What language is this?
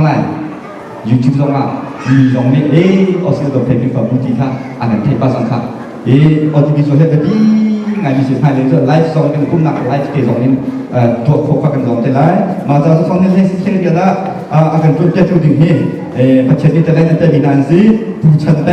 Hakha Chin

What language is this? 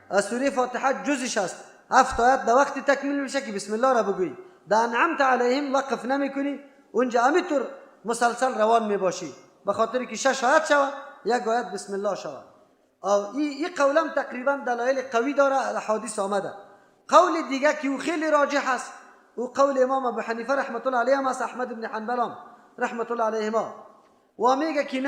Persian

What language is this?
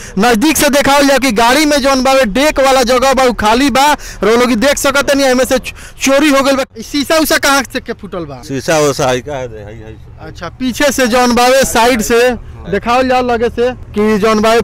Bhojpuri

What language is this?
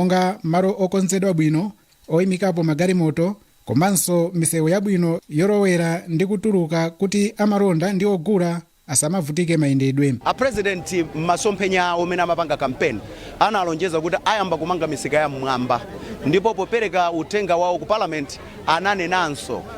Nyanja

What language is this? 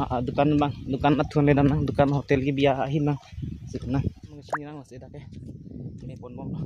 Karbi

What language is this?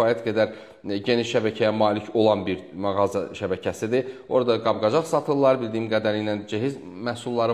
Azerbaijani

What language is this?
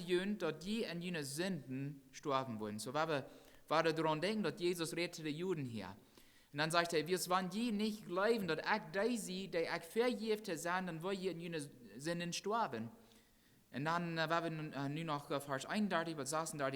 Plautdietsch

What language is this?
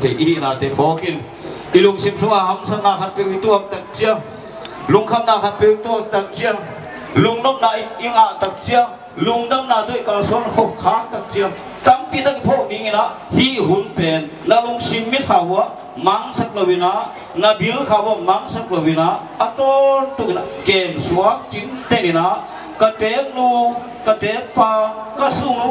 Tedim Chin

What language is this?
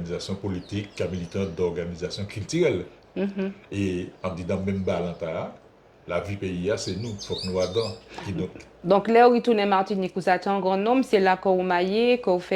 Guadeloupean Creole French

